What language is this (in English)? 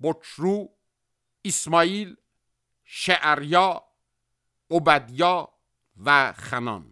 Azerbaijani